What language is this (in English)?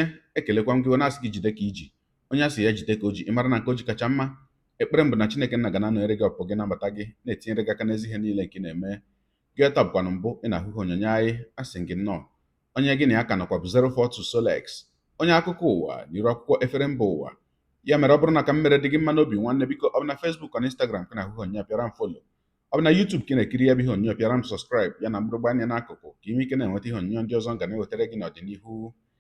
Igbo